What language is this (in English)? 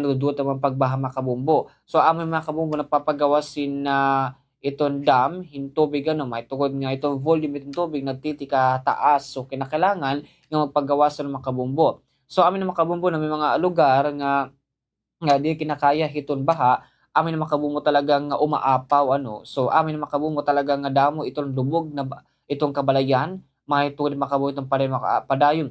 Waray